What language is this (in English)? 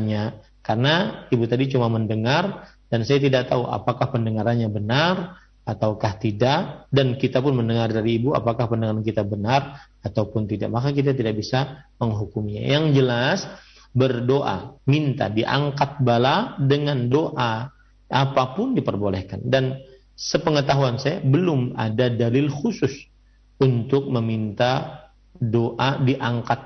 Indonesian